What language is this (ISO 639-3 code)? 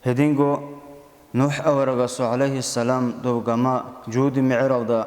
ava